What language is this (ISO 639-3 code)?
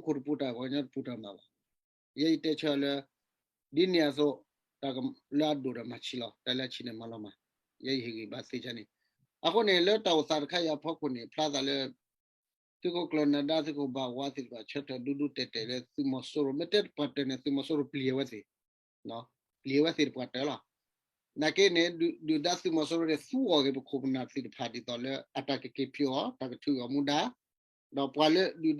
ksw